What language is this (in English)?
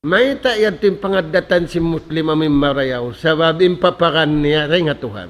Tausug